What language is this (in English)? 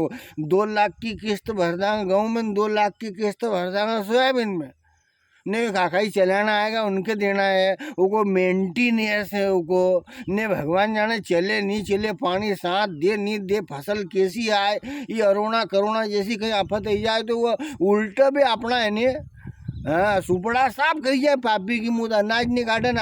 Rajasthani